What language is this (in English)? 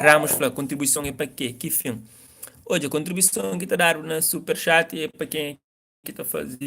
Kabuverdianu